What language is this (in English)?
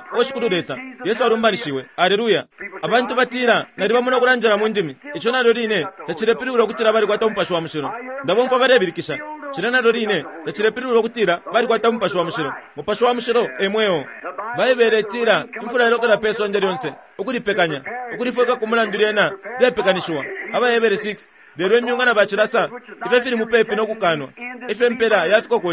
Bemba